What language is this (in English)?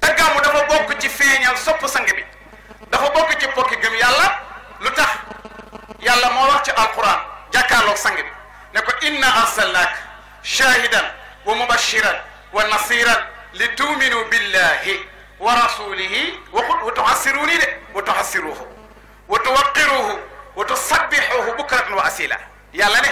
Wolof